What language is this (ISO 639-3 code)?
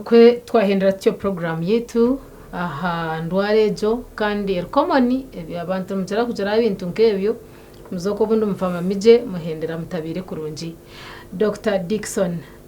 nyn